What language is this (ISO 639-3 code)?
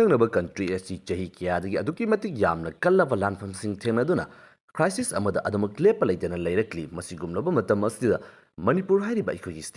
mni